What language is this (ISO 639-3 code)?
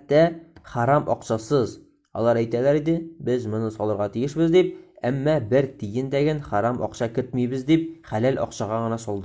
tat